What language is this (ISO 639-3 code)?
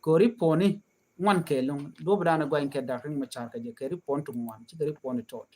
nus